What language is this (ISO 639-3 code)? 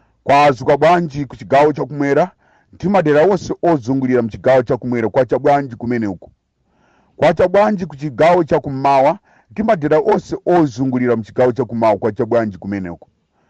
nya